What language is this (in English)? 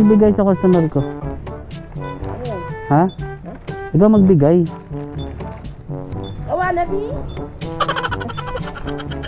Filipino